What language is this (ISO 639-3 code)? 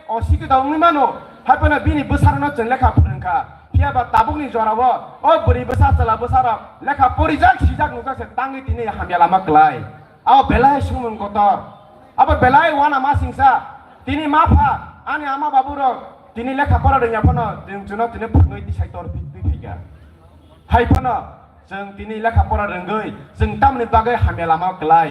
trp